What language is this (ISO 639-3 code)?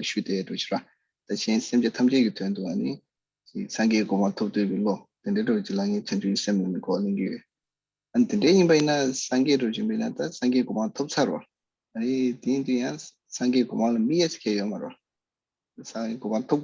bod